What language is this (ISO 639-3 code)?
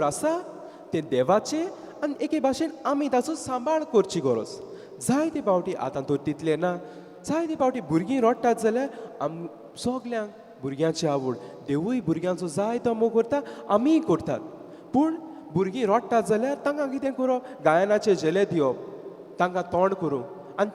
kok